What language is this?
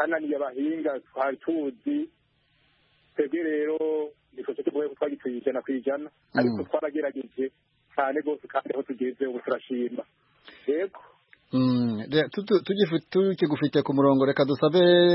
Kinyarwanda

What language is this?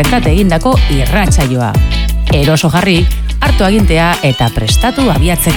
Basque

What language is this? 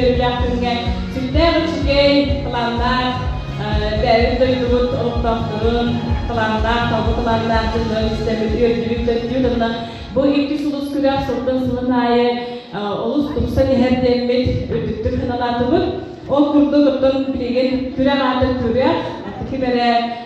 Yakut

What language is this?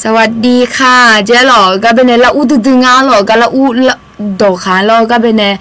Akha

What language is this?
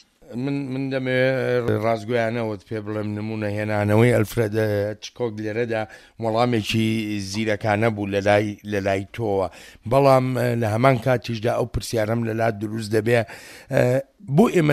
Central Kurdish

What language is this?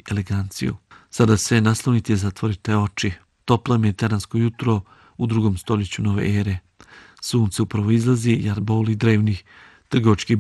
Bosnian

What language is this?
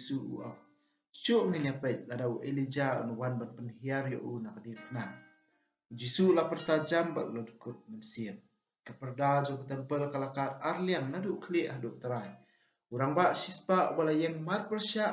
Khasi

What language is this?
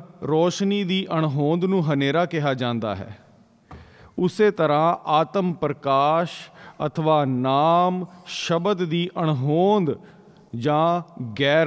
Punjabi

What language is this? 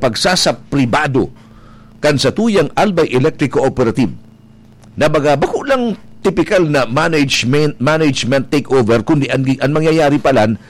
Bikol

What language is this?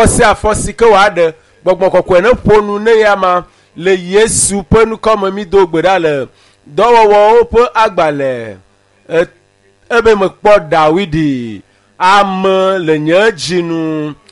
Ewe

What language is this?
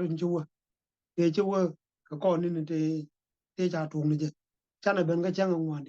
Nuer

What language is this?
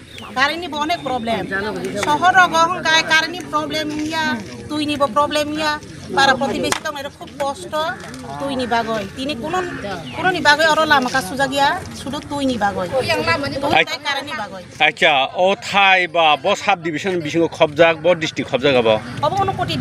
Kok Borok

